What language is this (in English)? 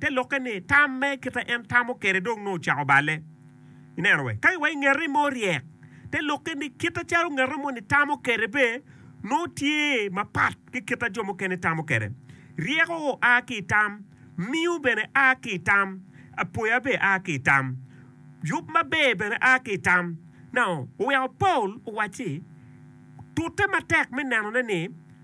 Acoli